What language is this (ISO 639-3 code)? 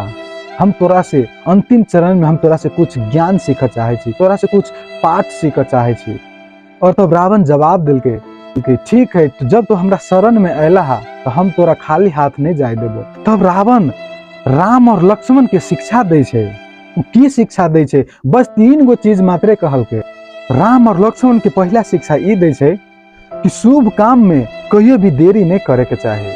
mai